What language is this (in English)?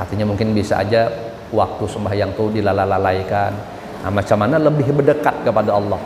Banjar